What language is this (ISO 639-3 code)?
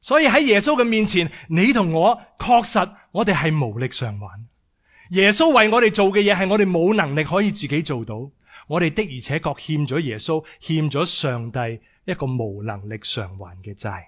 yue